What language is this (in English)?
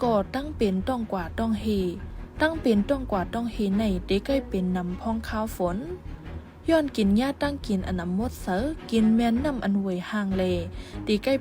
Shan